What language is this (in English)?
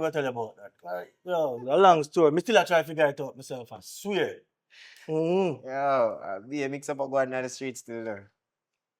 Jamaican Creole English